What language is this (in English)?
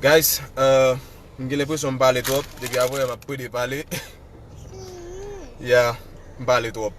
Haitian Creole